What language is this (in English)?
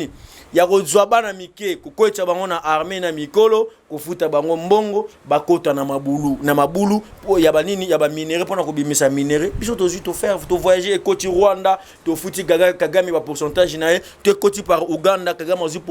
Lingala